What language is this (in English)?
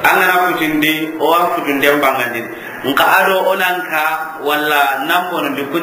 Soninke